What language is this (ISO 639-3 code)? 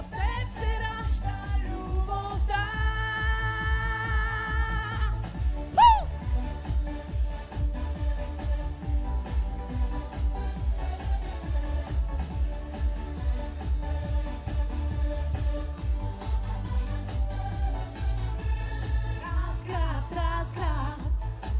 bul